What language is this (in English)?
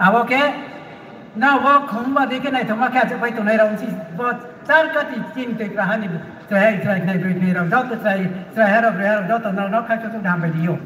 Riang (India)